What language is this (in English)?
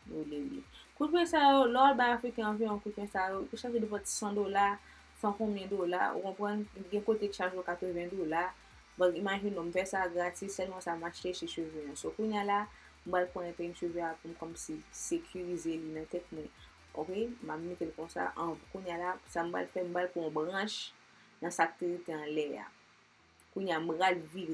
Haitian Creole